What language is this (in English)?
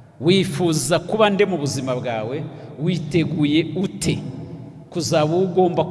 Kinyarwanda